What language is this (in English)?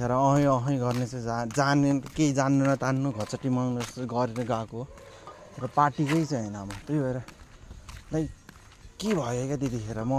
Nepali